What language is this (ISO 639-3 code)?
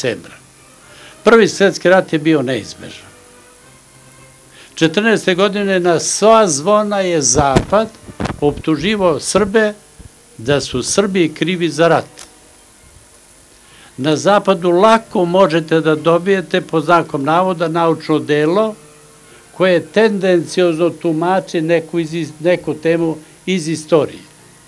srp